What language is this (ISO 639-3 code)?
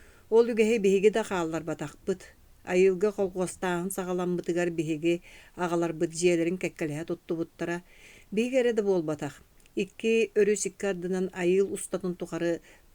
sah